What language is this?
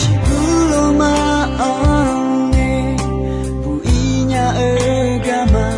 Akha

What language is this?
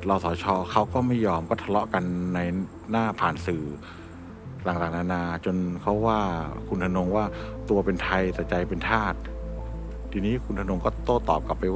Thai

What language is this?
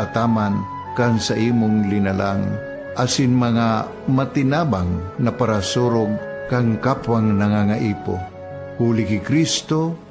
Bikol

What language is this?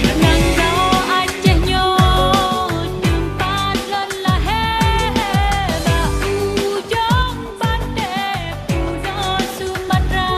Achinese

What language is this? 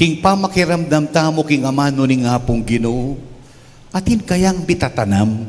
Pampanga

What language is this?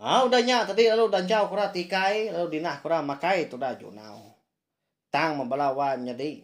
Iban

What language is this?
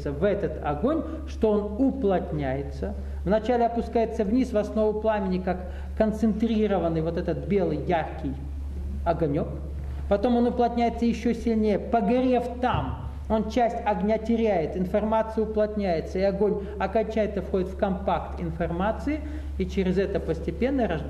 Russian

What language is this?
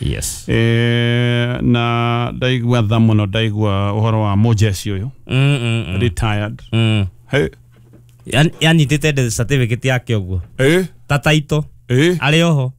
Kikuyu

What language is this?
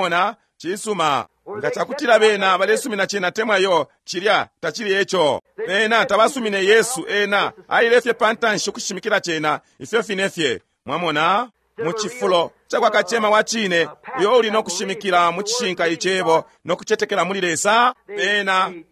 Bemba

